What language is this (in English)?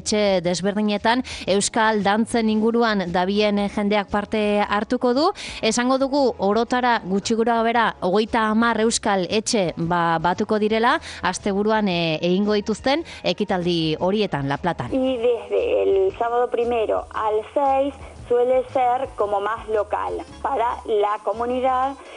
Basque